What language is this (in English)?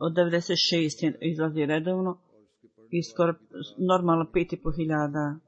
Bosnian